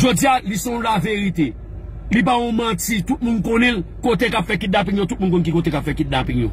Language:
Haitian Creole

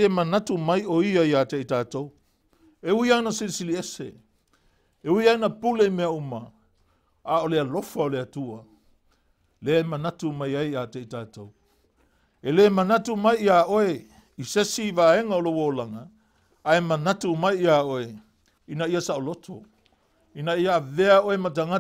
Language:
Samoan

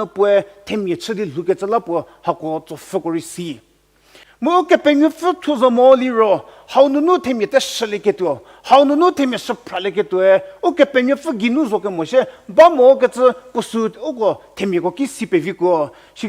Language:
Angami Naga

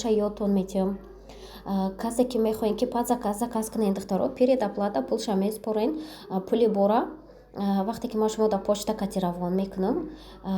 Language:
Tajik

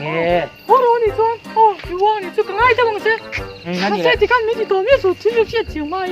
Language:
Mizo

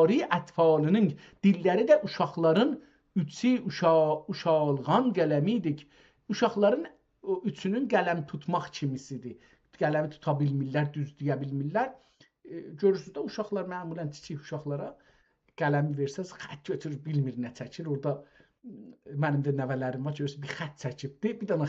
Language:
South Azerbaijani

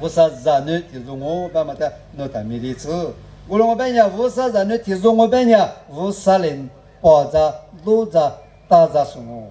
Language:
Lisu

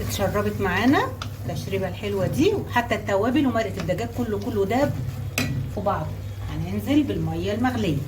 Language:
Egyptian Arabic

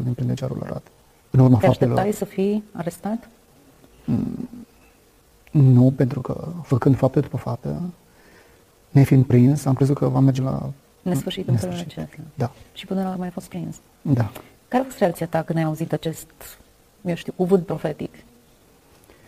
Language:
Romanian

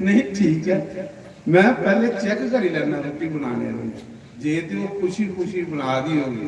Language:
Dogri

